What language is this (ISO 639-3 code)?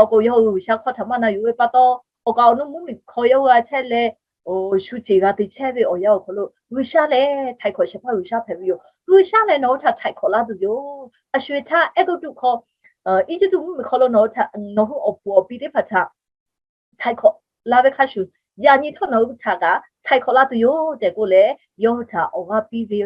lhu